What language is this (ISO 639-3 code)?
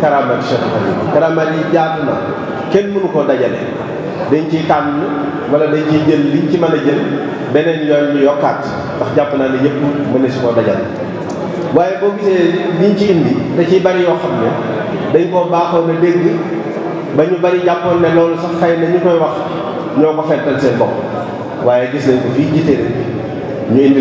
wol